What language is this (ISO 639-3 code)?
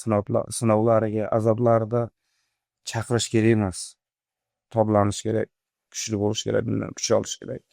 uzb